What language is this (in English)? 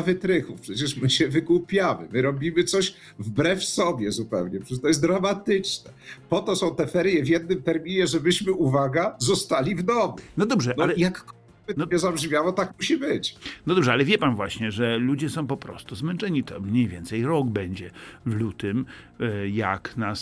Polish